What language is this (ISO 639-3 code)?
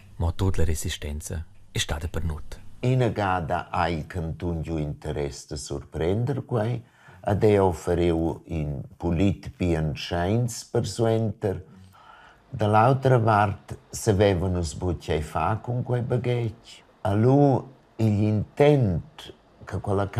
roh